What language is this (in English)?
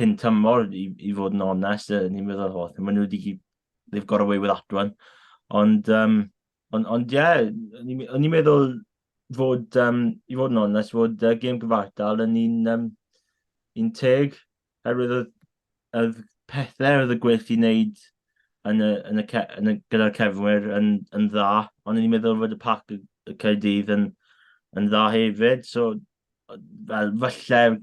Welsh